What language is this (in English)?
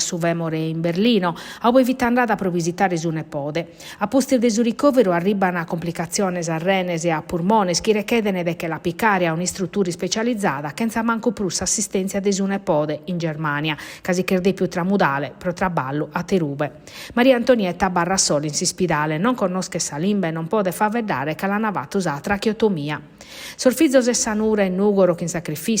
Sardinian